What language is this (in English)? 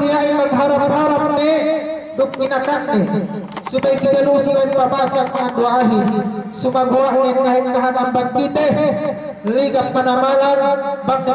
Yakan